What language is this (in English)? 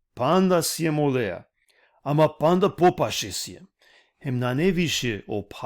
Balkan Romani